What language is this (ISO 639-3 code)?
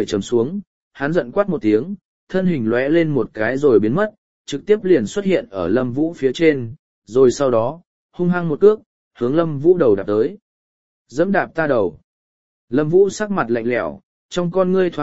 vie